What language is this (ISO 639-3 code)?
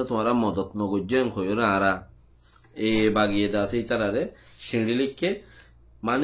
rhg